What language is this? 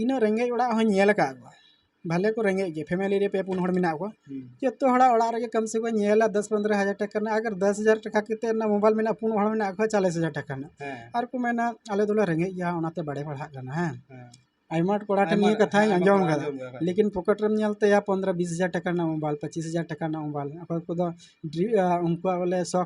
Santali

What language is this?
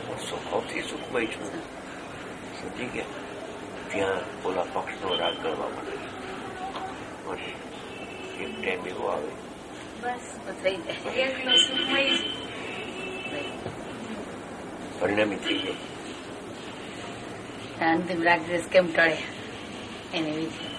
Gujarati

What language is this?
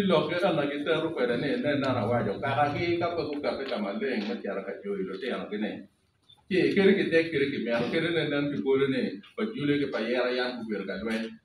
Acoli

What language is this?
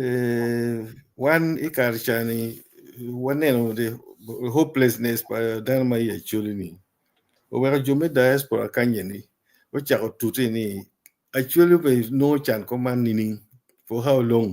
Acoli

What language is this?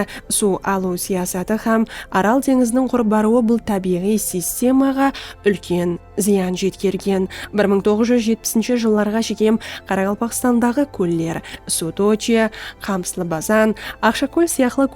Kara-Kalpak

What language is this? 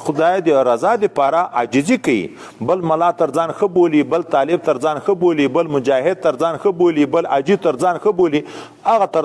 Pashto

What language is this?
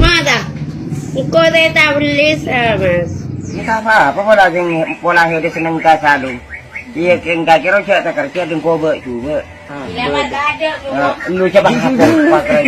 Madurese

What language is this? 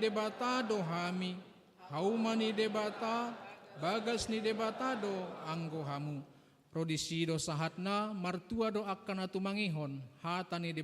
Batak Toba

